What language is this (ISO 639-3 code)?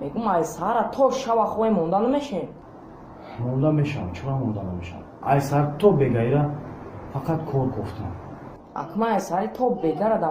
tgk